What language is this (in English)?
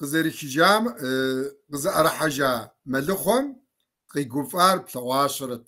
Kabardian